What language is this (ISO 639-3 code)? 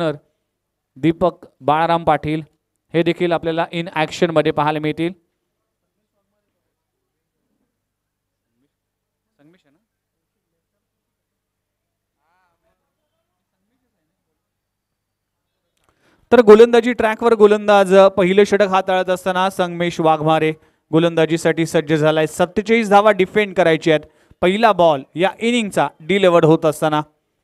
mar